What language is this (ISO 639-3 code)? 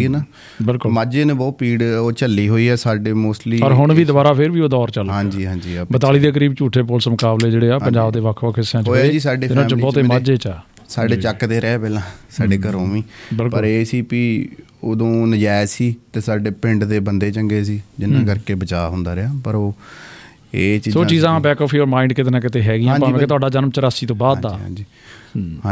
pan